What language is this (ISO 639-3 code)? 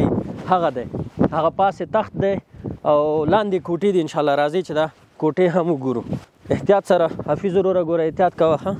pus